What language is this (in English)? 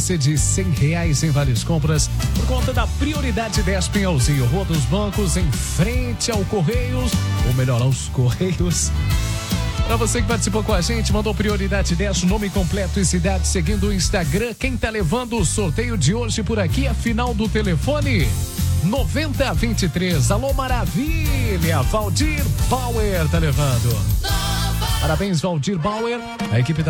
Portuguese